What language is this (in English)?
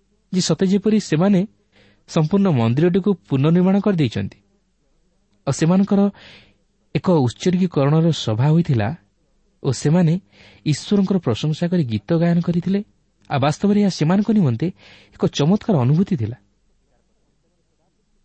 Odia